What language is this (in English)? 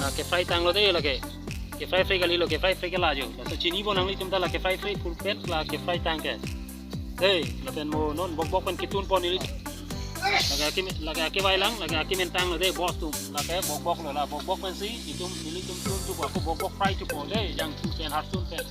Karbi